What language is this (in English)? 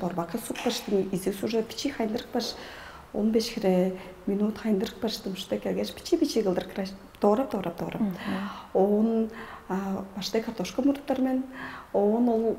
Tuvinian